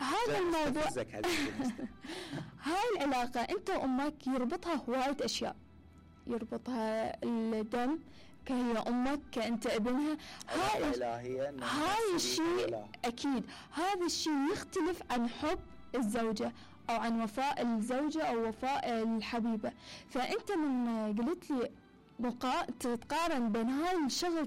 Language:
Mesopotamian Arabic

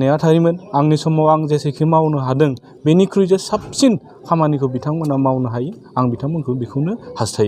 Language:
Bodo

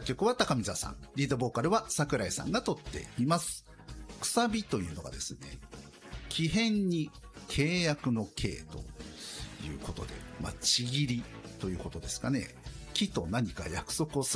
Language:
Japanese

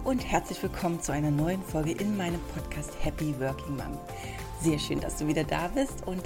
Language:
German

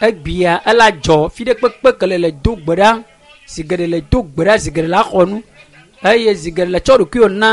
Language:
Ewe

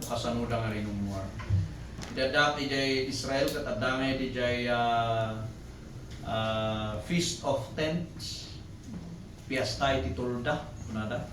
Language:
Iloko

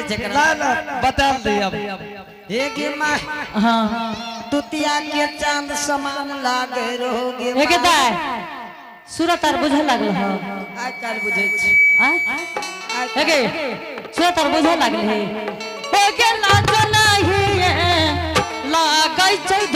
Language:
Angika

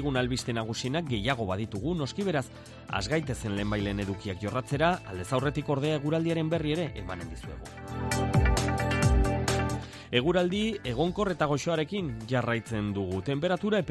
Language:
Basque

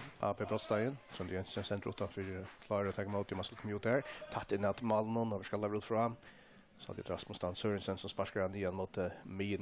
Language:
Faroese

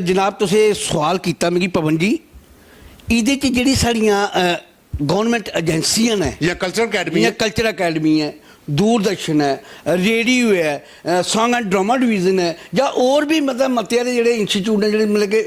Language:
Dogri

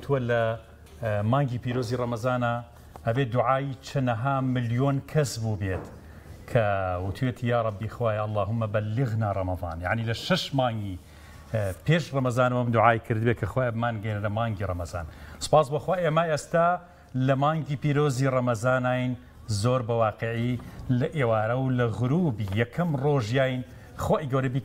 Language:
Central Kurdish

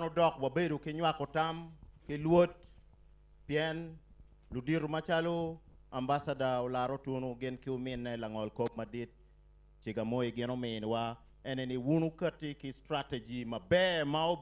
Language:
Acoli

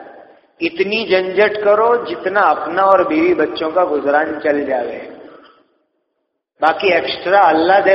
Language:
Urdu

